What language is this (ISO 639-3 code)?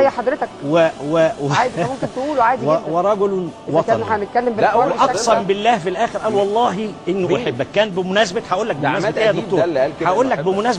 arz